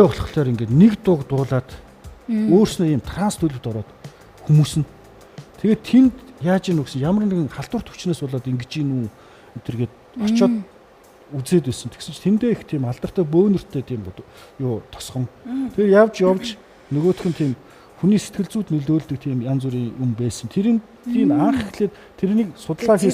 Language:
Mongolian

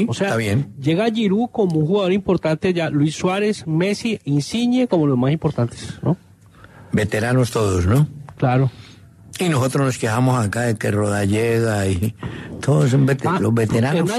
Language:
Spanish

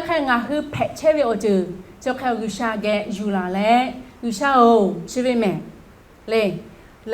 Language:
Lahu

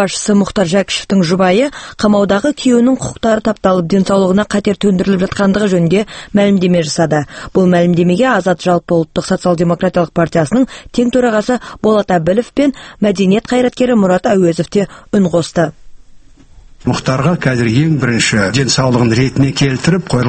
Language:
Kazakh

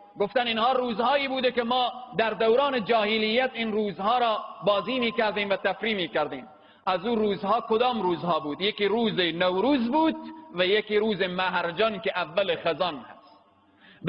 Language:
Persian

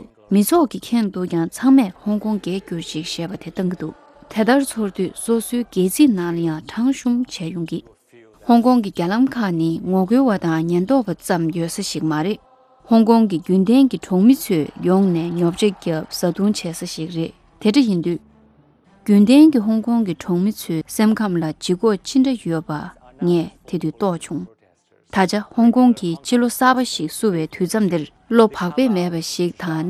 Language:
Tibetan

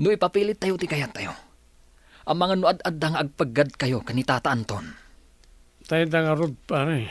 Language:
Iloko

